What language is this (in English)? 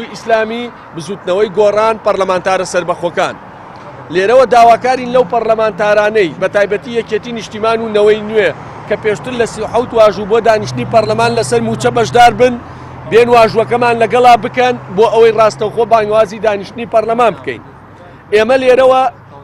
Central Kurdish